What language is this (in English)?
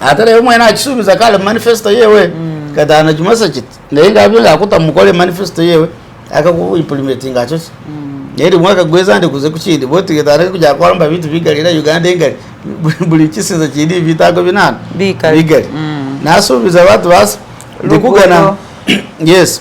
Masaaba